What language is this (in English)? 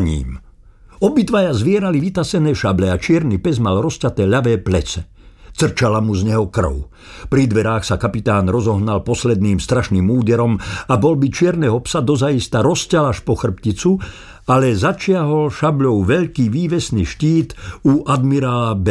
Slovak